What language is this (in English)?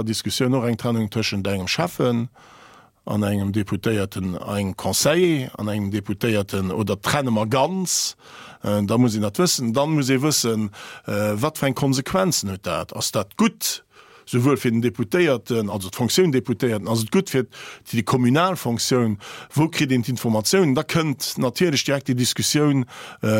Luxembourgish